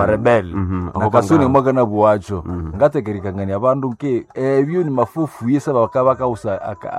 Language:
Nande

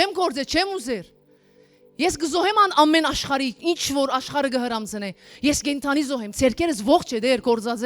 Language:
Western Armenian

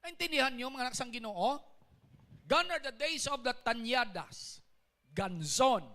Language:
Hiligaynon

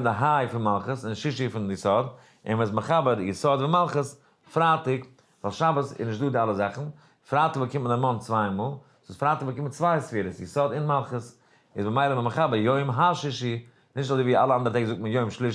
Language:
Yiddish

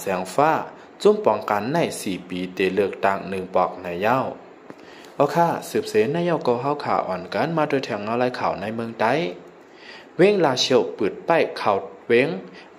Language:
Shan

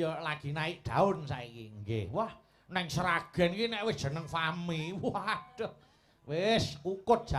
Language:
Javanese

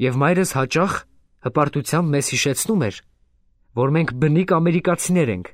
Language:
Armenian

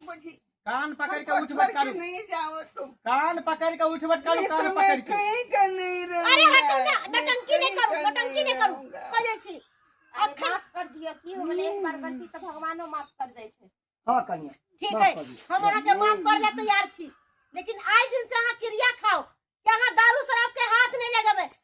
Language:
Maithili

